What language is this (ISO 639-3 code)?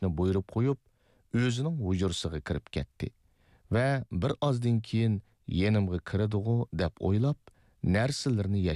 uig